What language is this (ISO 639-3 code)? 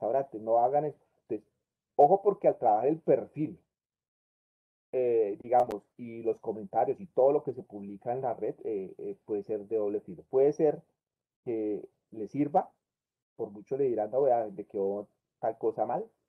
spa